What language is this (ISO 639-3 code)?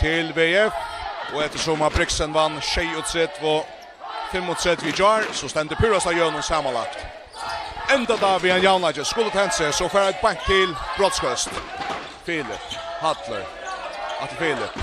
fao